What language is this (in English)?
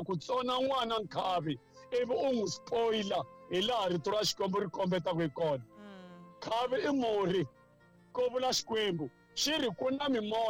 Tsonga